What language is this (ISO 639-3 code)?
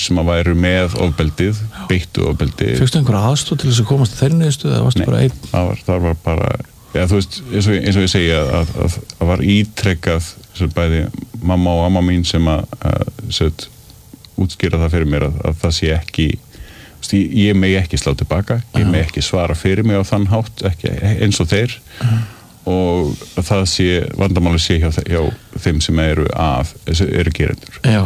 isl